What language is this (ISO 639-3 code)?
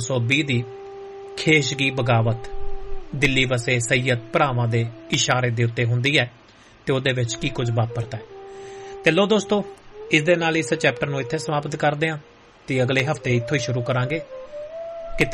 pan